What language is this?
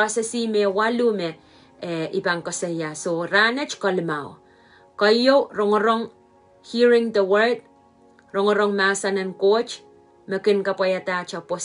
Pohnpeian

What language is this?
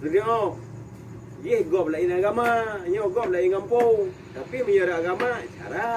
Achinese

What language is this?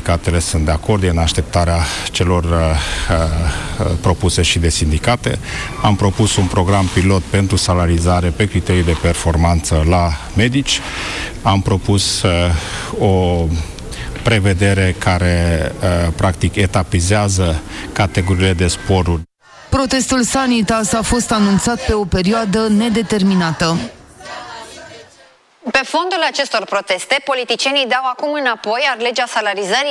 Romanian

